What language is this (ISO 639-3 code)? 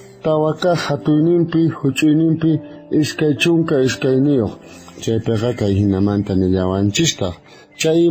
quh